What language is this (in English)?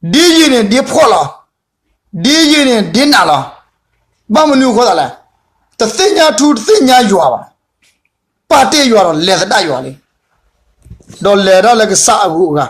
S'gaw Karen